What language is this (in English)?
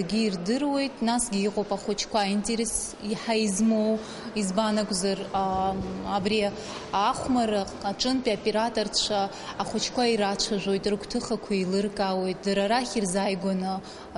Abkhazian